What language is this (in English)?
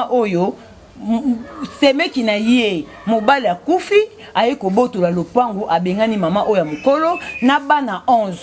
Lingala